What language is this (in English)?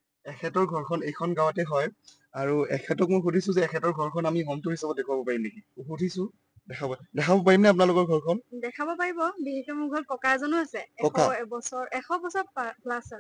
Assamese